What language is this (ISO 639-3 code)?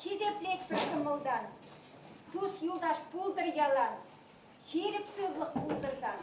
chv